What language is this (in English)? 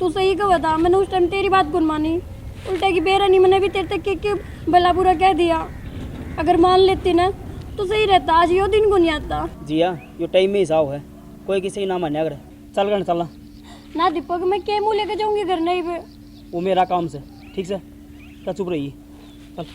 Haryanvi